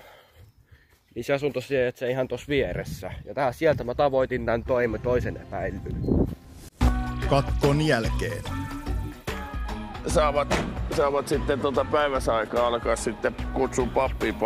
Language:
Finnish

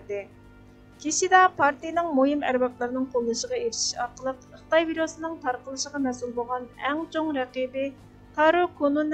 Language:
Uyghur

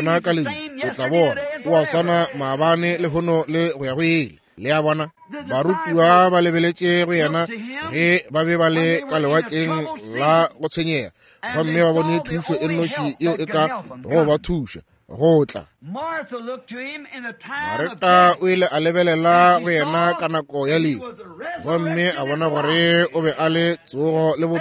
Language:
Northern Sotho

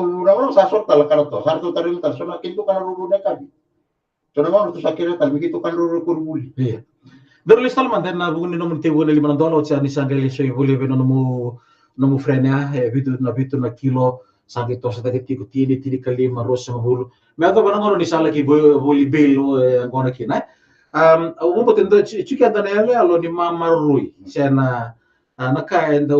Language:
Fijian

